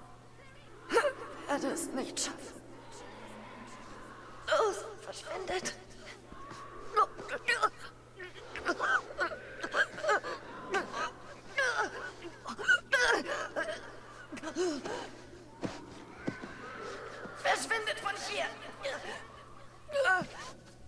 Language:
German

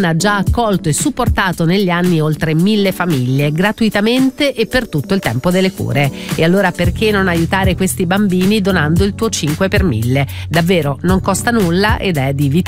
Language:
Italian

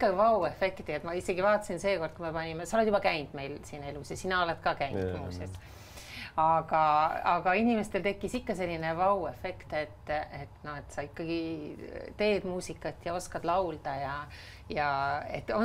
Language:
Estonian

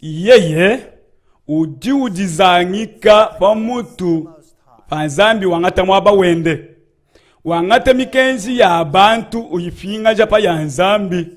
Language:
Luba-Lulua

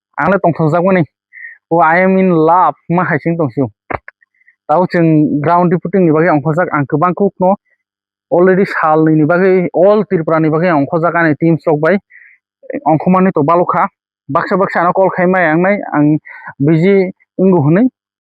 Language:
Kok Borok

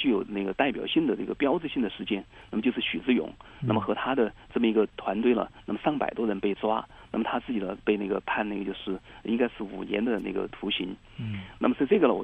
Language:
Chinese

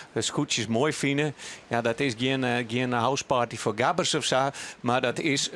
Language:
Western Frisian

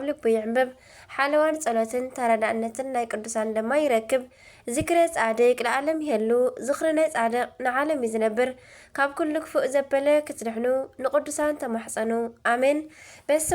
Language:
Tigrinya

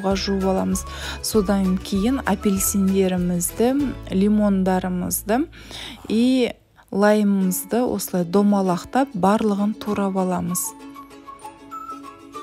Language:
Kazakh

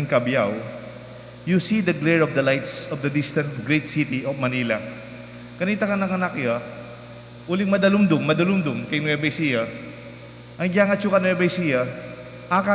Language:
Pampanga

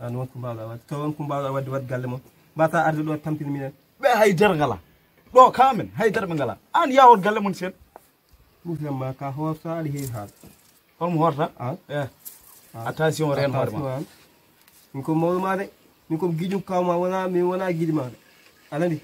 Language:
Fula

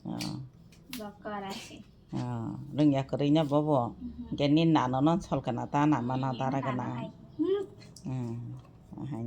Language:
Kok Borok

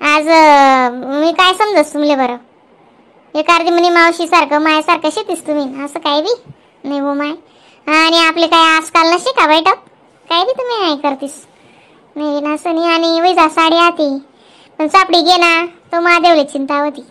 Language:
Khandesi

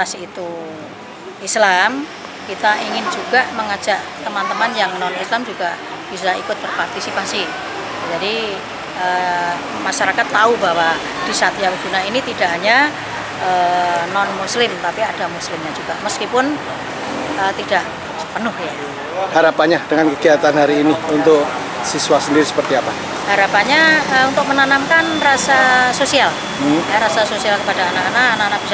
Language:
Indonesian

